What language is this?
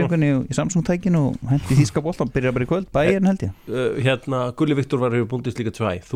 Icelandic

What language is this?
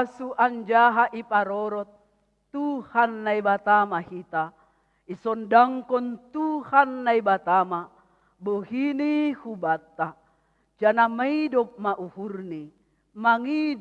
Batak Simalungun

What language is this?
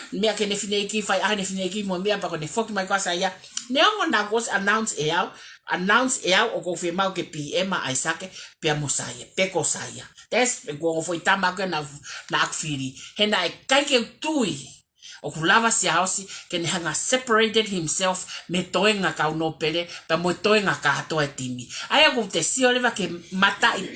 Tongan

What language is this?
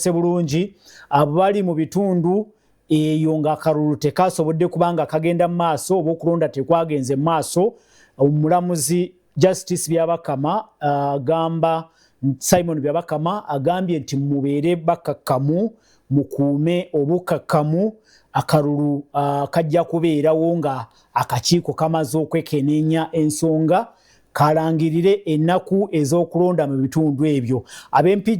Ganda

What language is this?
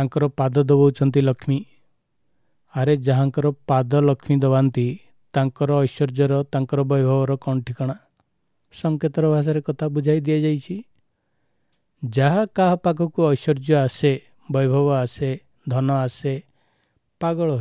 Odia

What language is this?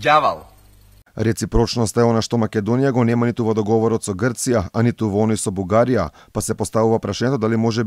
Macedonian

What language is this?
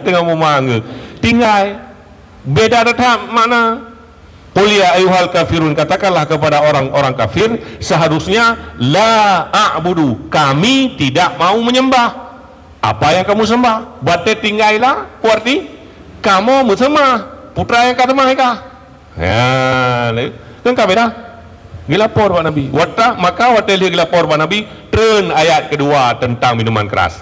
Achinese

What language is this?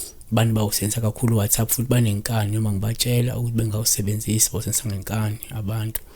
Zulu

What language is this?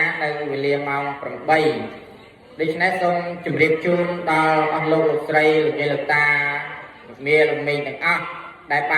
Khmer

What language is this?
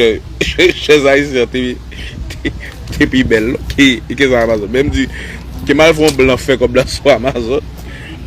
Haitian Creole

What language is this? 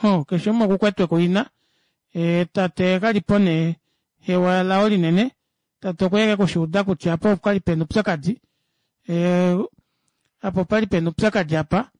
Kuanyama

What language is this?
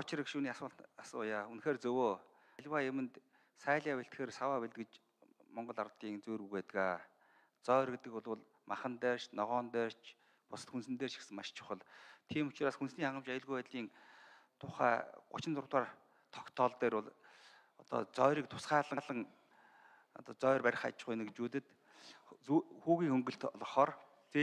Mongolian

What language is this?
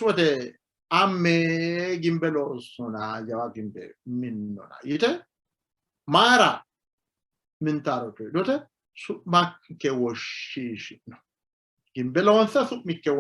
Sidamo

